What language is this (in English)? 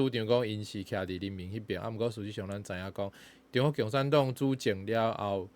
Min Nan Chinese